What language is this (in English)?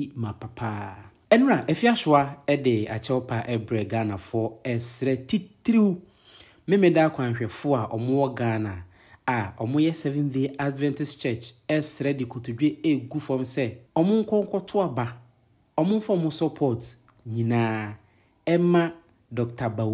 Akan